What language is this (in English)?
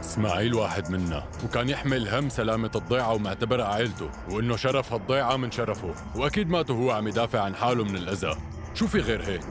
North Levantine Arabic